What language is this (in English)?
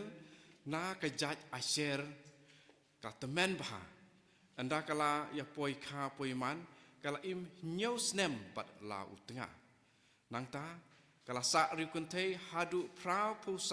Khasi